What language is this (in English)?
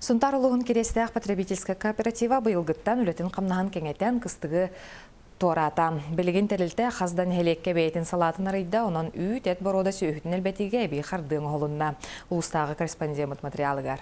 Yakut